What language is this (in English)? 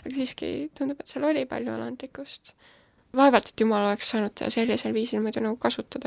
Estonian